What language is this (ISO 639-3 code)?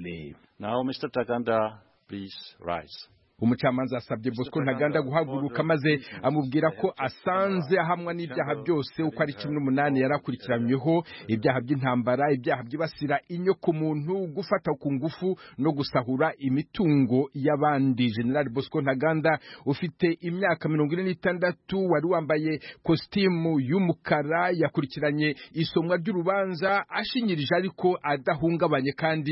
kin